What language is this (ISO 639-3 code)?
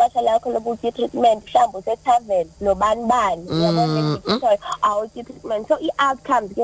xho